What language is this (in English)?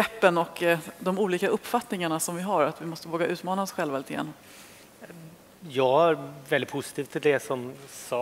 Swedish